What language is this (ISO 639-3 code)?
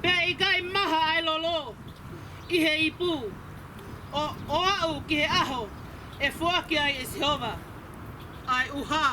ton